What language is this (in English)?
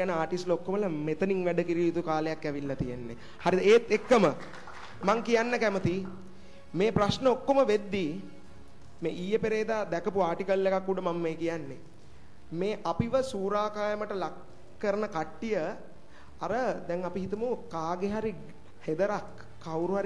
Sinhala